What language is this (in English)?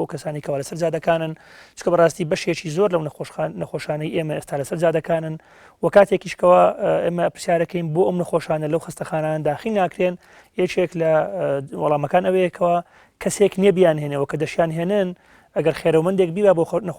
Central Kurdish